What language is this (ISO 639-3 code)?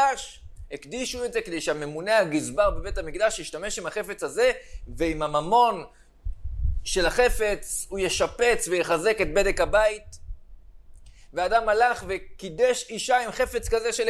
heb